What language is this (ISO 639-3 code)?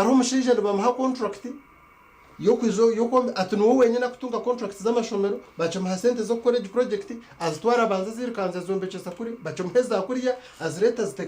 nyn